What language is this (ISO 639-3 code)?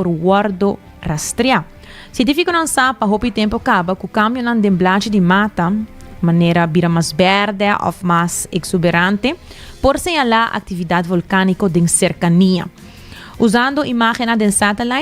pap